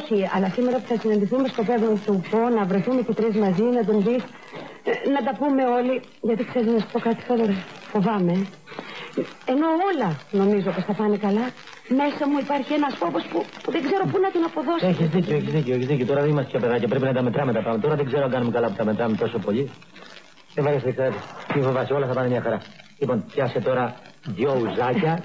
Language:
Greek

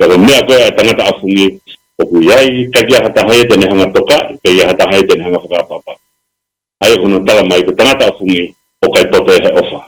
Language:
Tongan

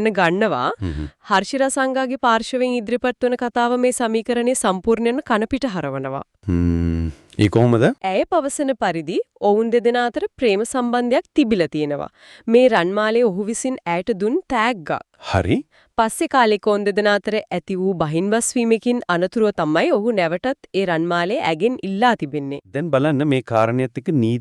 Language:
Sinhala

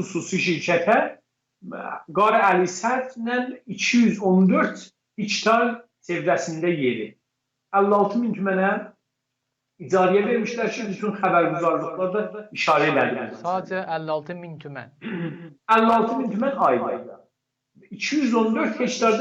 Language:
South Azerbaijani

